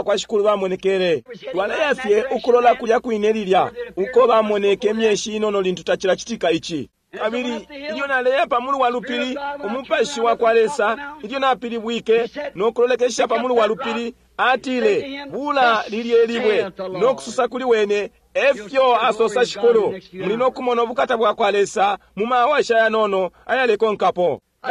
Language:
Bemba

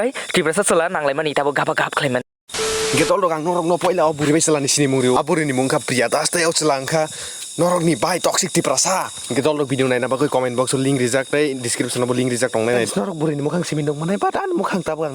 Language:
Kok Borok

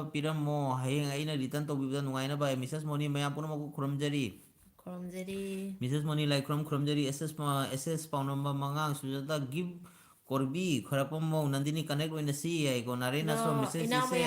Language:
Manipuri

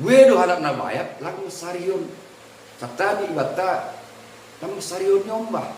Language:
Batak Simalungun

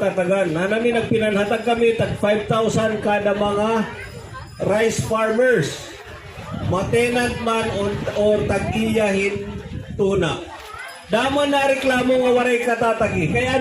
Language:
Waray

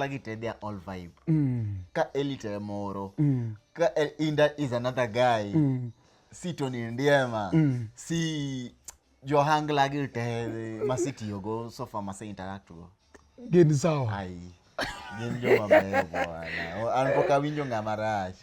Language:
Luo (Kenya and Tanzania)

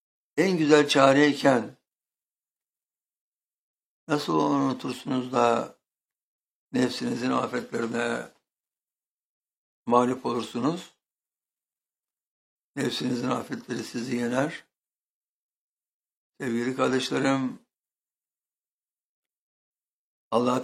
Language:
Turkish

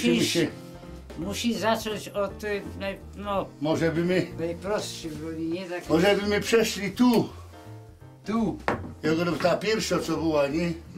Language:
Silesian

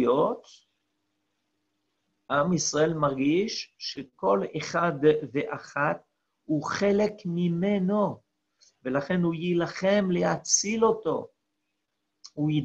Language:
Hebrew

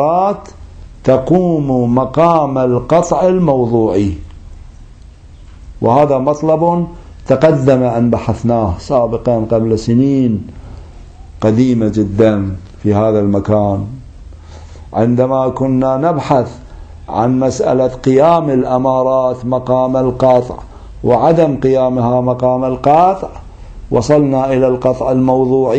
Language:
Arabic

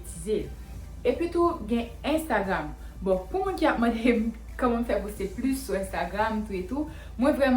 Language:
Haitian Creole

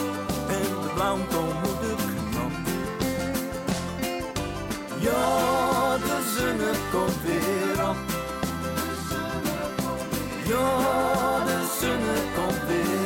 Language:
Dutch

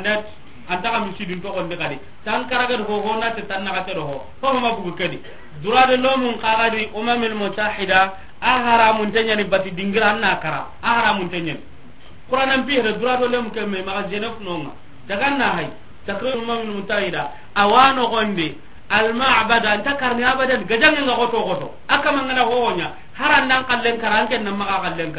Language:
Soninke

